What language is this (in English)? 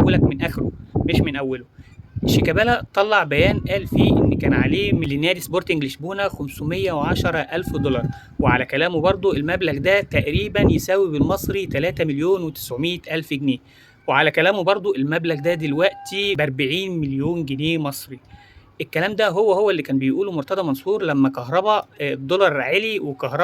Egyptian Arabic